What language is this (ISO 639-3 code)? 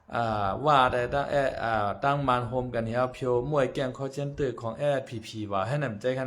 shn